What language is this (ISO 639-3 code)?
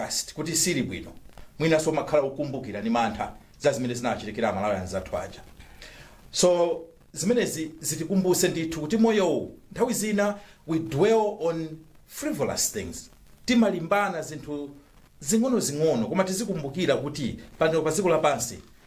nya